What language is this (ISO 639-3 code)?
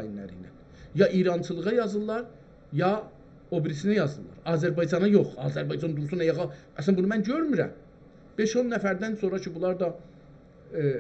azb